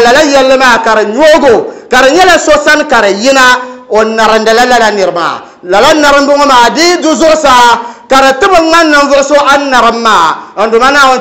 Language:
Dagbani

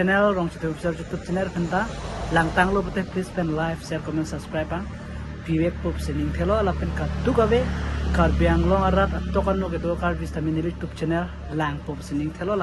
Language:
Karbi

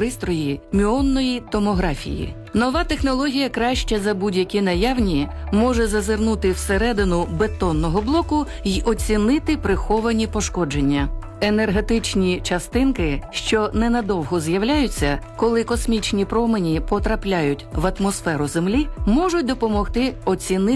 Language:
Ukrainian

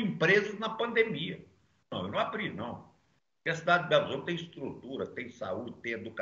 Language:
Portuguese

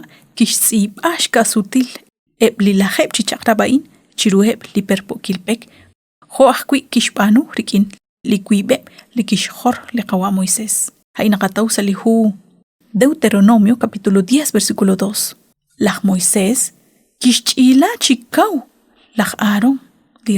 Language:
Kekchí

